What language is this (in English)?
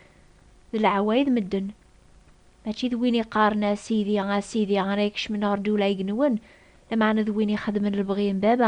Kabyle